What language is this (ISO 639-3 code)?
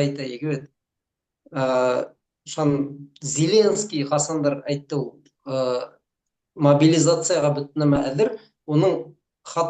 bak